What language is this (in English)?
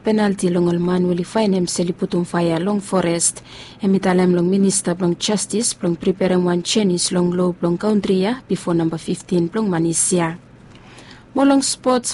Bislama